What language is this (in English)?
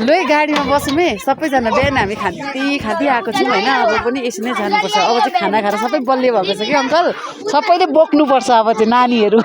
Nepali